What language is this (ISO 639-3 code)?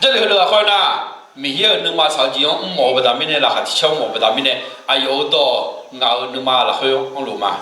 ahk